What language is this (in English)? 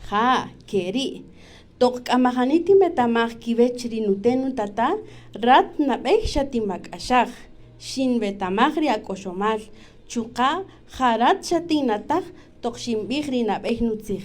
Kaqchikel